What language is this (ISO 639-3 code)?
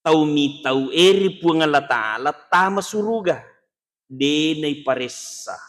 bug